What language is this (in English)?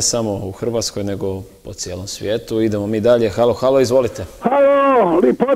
Croatian